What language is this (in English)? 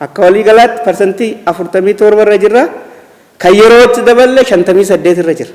Oromo